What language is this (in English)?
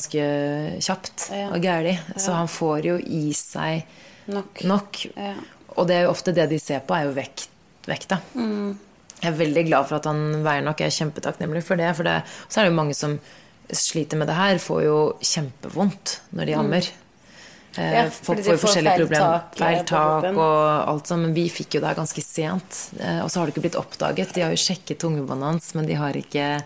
Norwegian